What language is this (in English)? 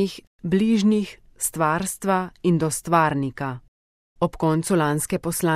Slovenian